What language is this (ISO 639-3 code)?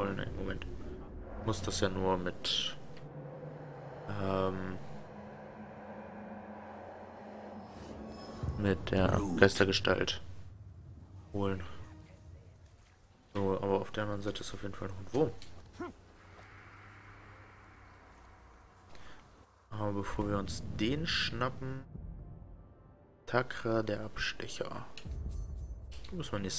deu